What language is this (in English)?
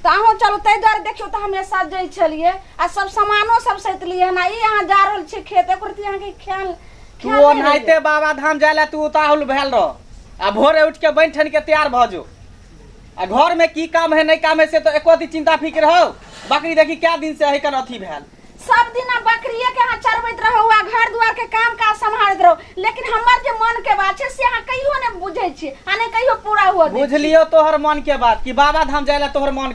Maithili